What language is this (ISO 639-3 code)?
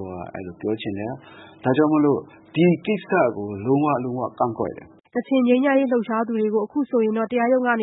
mya